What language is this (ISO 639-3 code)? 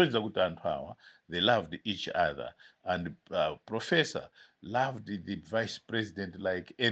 nya